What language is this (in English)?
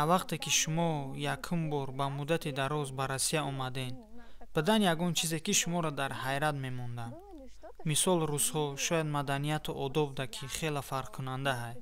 Tajik